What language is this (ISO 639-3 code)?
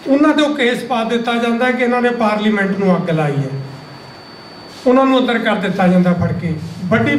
pan